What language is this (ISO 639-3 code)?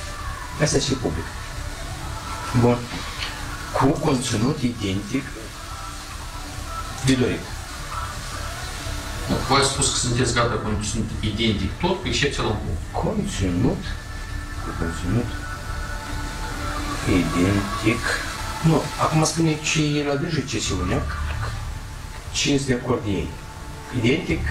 ron